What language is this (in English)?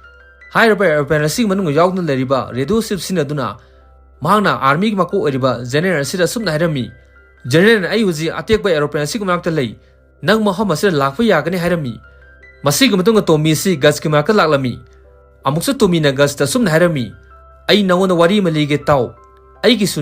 Manipuri